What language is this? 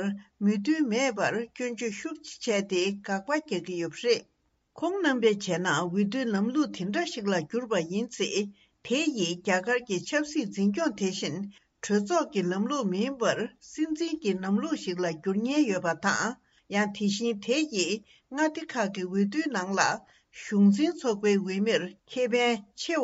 Tibetan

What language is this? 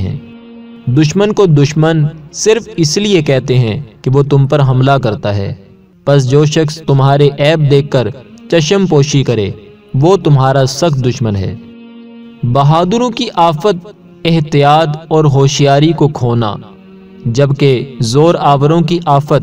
Urdu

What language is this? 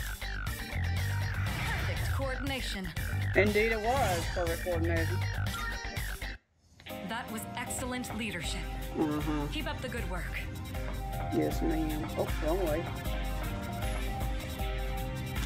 English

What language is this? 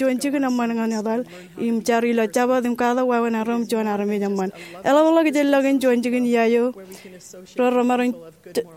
Marshallese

